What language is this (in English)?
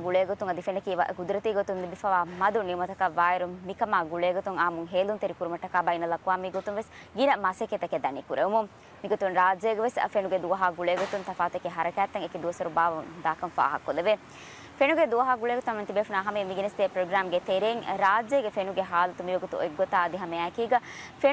Divehi